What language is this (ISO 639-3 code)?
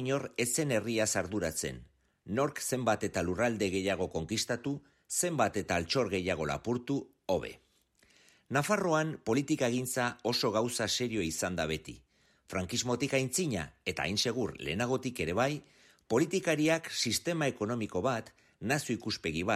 eus